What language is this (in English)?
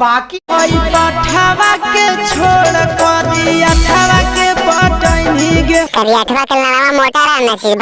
Magahi